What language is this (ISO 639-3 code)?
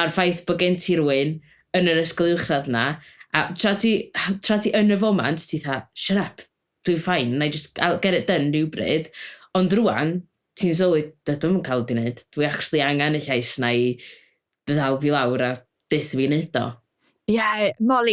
cym